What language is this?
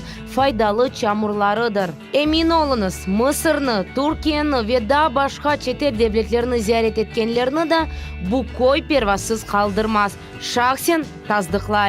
Crimean Tatar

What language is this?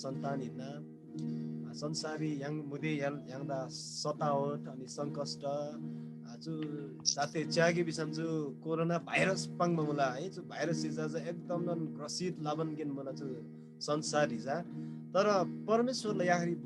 Eastern Tamang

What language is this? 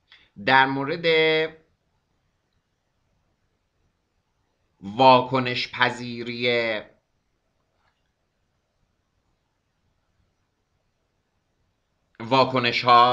Persian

